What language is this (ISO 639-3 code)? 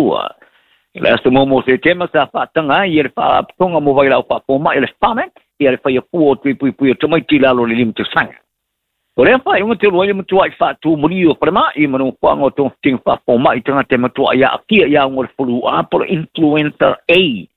smo